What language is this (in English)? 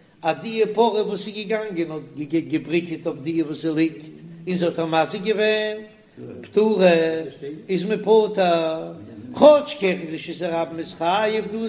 Yiddish